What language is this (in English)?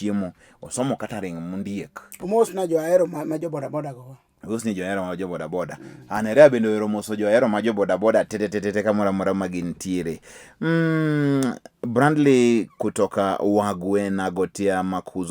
Luo (Kenya and Tanzania)